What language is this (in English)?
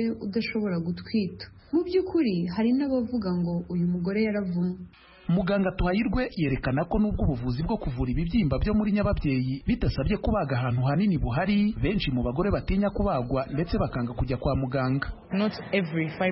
Kinyarwanda